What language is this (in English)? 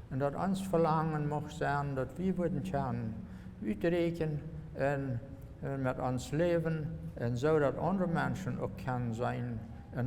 Plautdietsch